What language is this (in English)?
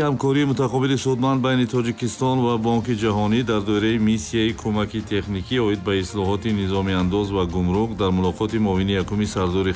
Tajik